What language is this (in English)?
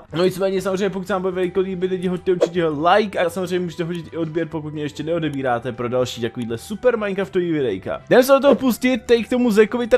Czech